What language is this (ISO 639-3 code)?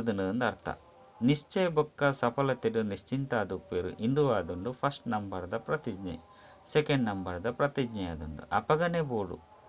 tcy